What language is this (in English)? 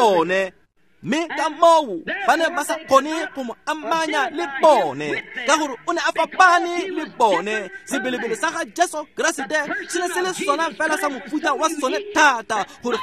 Tswana